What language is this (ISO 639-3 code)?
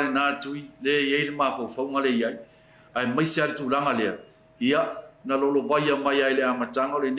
smo